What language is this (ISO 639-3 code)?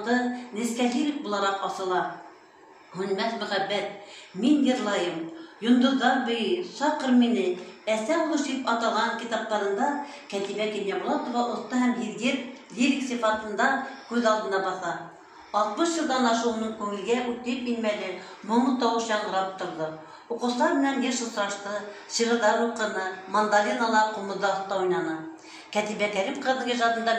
bak